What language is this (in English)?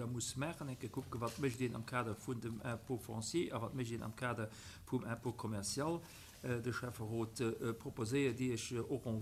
Luxembourgish